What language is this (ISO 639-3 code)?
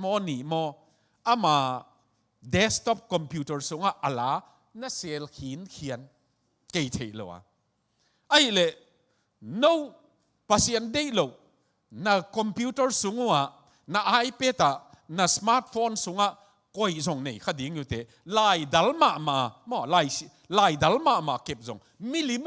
ctd